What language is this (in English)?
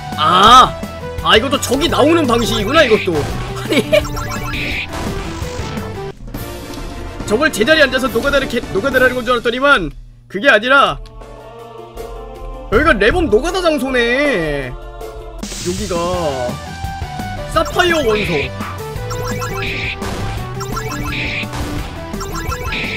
Korean